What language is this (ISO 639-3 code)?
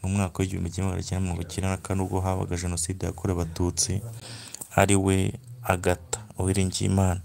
kin